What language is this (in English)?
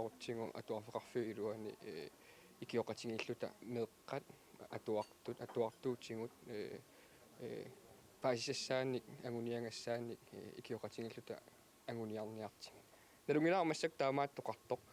Kalaallisut